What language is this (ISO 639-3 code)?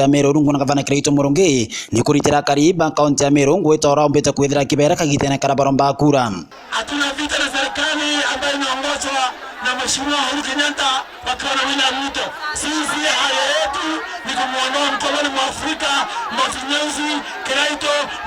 mer